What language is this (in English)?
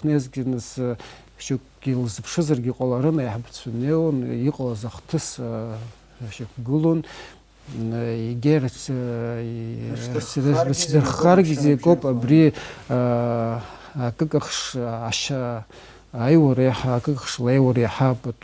Abkhazian